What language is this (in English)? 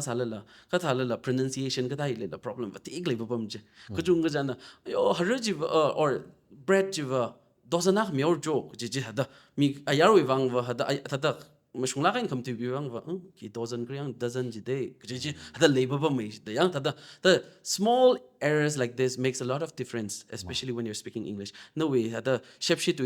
Tangkhul Naga (India)